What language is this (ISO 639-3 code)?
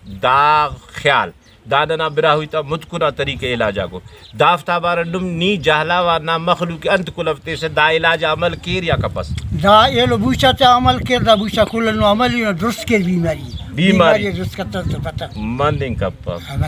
brh